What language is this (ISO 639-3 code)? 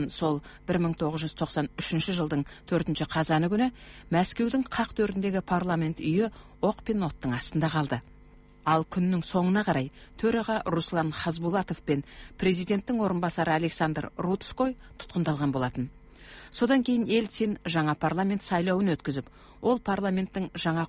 kaz